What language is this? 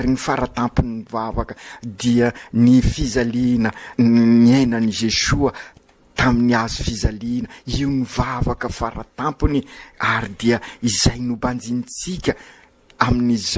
Malagasy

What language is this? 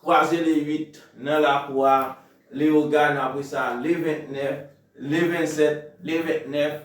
Haitian Creole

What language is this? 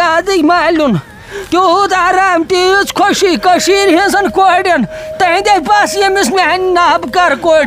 Kashmiri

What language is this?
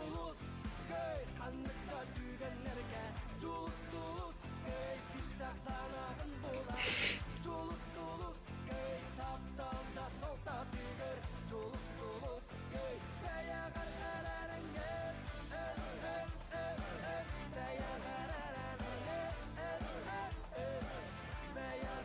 Yakut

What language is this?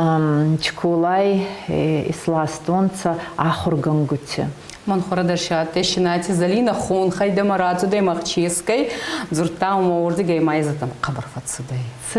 Ossetic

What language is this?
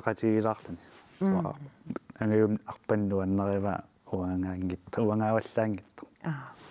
Kalaallisut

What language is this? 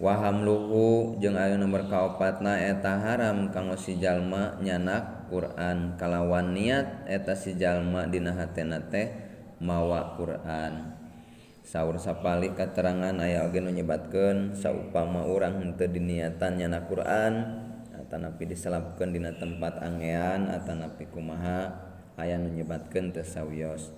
Sundanese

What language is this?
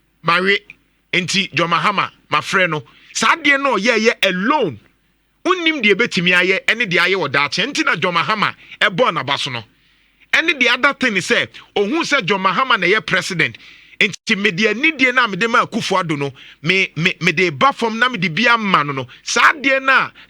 Akan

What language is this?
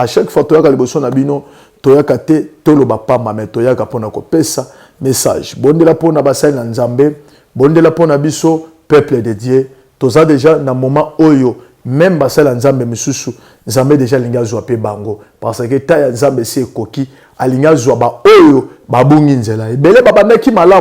Lingala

